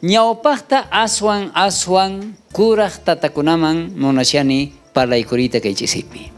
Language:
South Bolivian Quechua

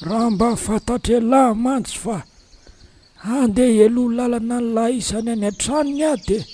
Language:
Malagasy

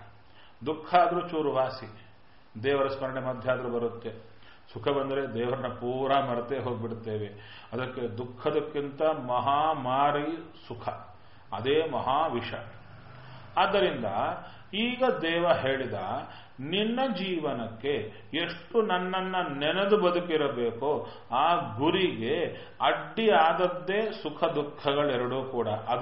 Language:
Kannada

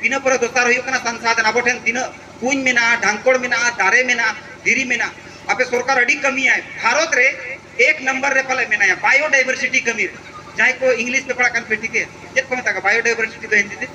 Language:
Santali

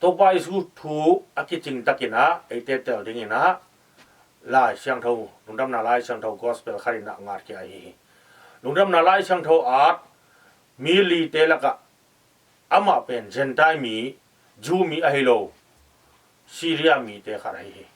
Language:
Tedim Chin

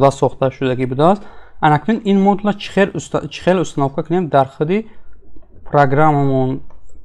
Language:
Tajik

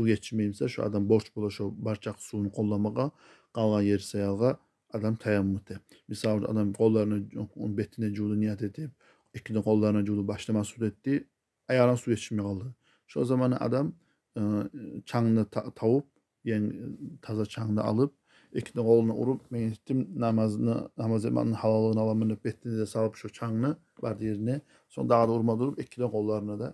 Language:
Kumyk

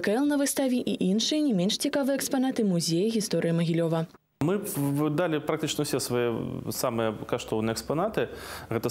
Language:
Belarusian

